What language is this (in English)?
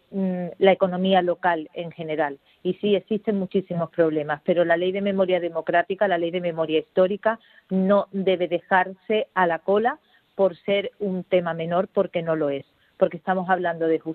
Spanish